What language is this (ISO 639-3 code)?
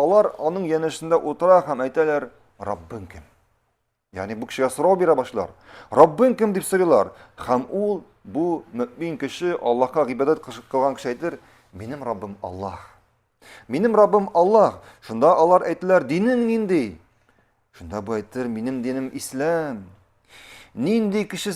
tat